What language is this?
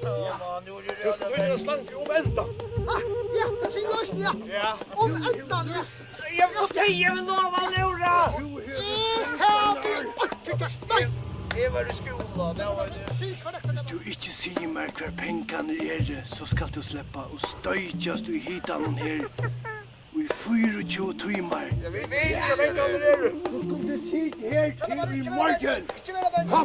Faroese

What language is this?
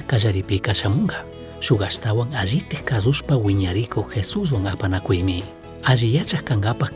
Chimborazo Highland Quichua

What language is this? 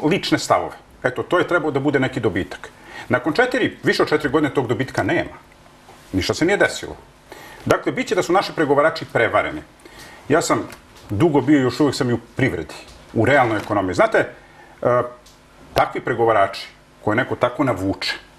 Serbian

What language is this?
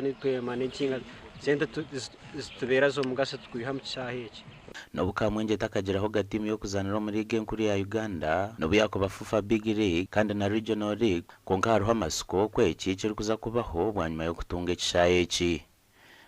Nyankole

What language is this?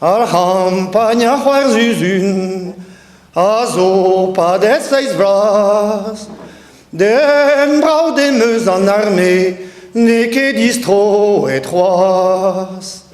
Breton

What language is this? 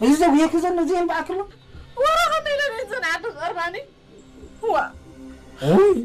Tigre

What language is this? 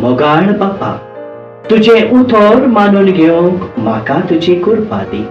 Konkani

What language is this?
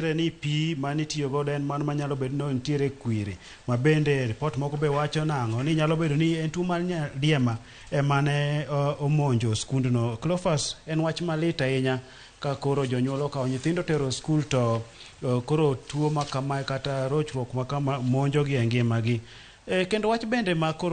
Luo (Kenya and Tanzania)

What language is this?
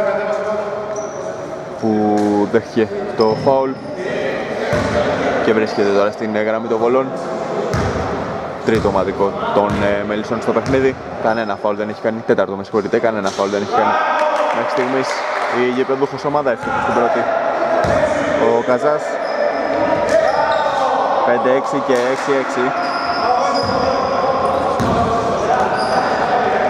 Greek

